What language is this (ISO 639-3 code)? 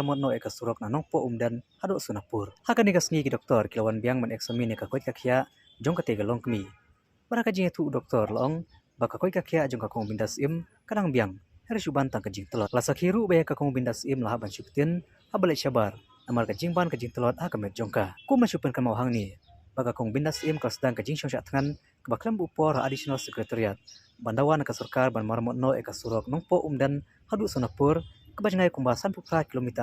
kha